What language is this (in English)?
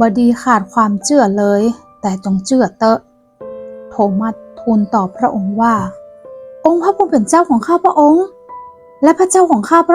Northern Thai